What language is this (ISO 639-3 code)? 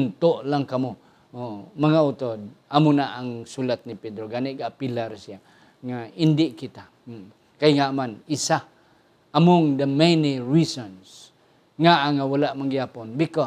hil